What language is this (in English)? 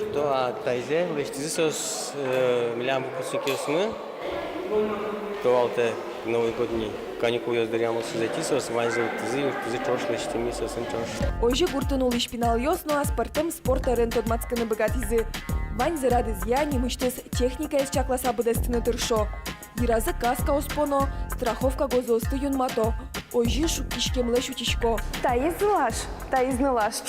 Udmurt